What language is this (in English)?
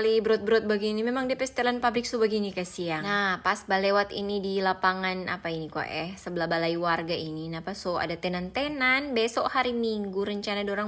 Manado Malay